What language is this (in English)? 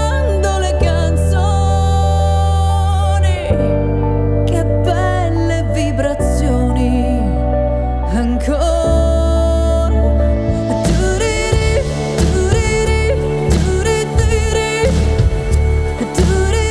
Italian